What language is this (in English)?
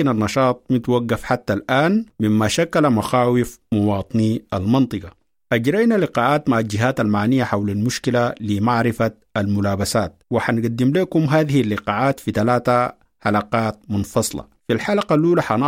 Sudanese Arabic